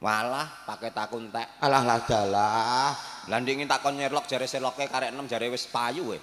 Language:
Javanese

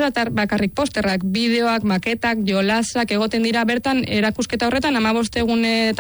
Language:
Basque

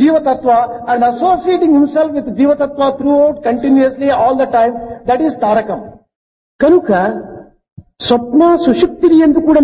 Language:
Telugu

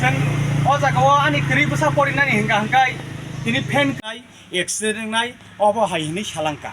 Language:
Kok Borok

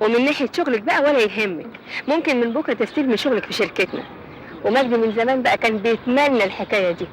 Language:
Egyptian Arabic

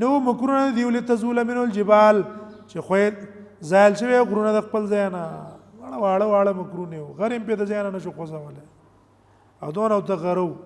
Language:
Pashto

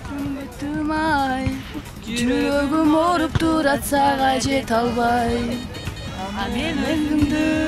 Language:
Kyrgyz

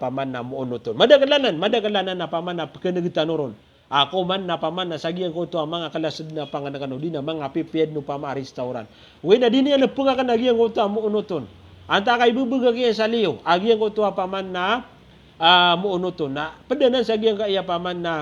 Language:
Maranao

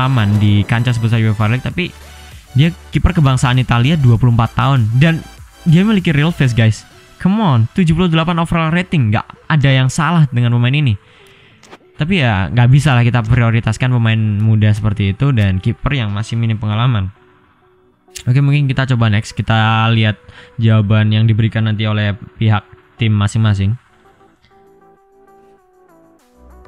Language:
Indonesian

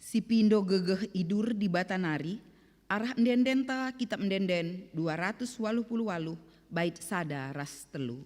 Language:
Batak Karo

